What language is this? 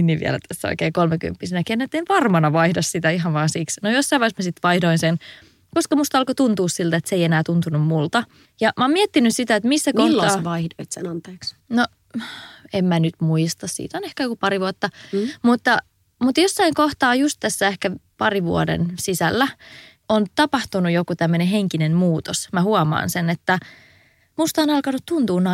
Finnish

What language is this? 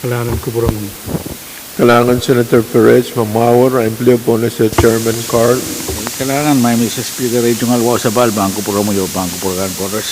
Pohnpeian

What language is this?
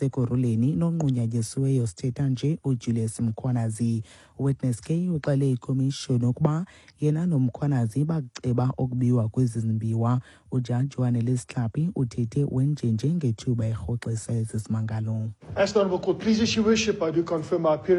Xhosa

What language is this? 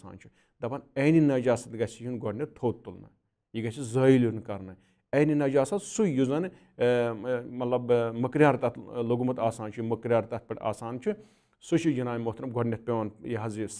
Kashmiri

